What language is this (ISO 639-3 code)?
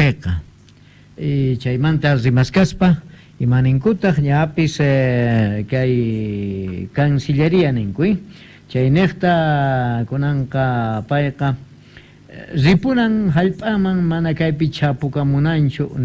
que